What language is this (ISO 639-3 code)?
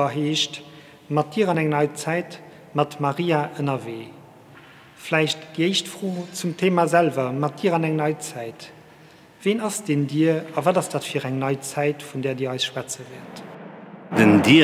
ltz